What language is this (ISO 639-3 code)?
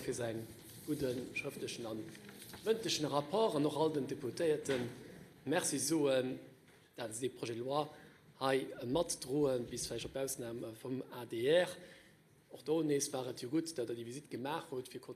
ltz